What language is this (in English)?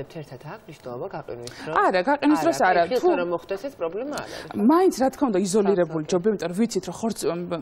Georgian